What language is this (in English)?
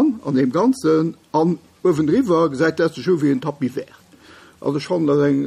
Luxembourgish